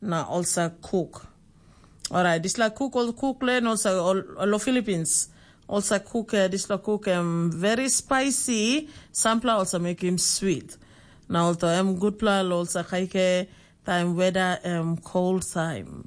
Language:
Tok Pisin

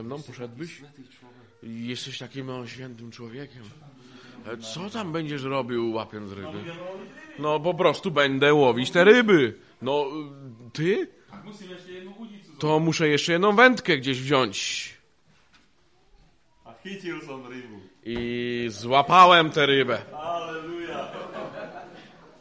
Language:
Polish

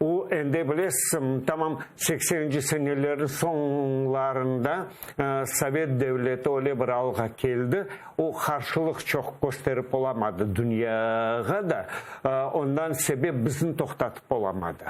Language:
Crimean Tatar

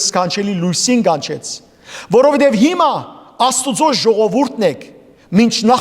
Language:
Western Armenian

